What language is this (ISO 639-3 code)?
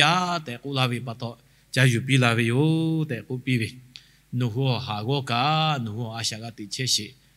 lhu